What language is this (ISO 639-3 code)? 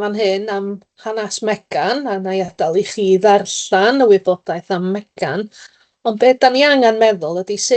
cym